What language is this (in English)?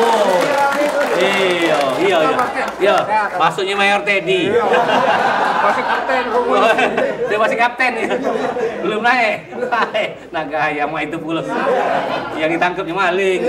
Musi